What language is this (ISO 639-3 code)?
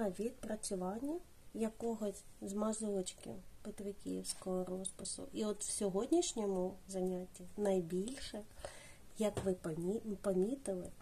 ukr